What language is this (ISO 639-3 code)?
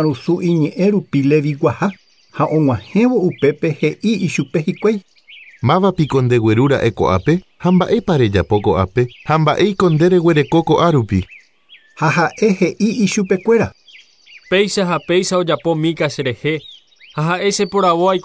grn